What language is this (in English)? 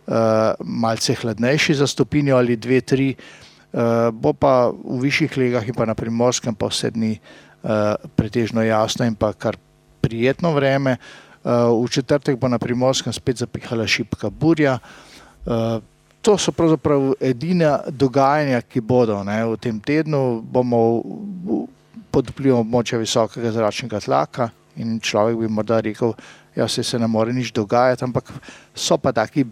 Slovenian